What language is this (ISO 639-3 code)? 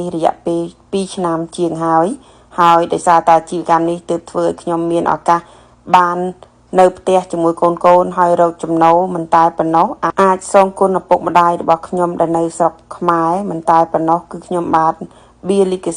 khm